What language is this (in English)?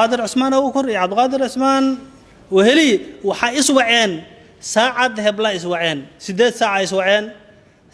Somali